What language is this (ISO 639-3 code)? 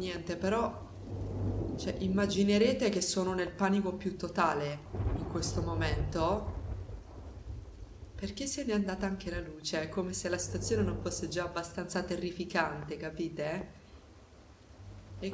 ita